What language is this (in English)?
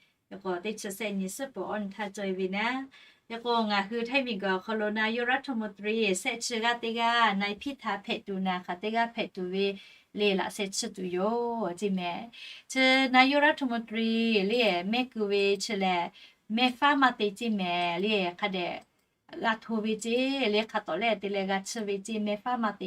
Lahu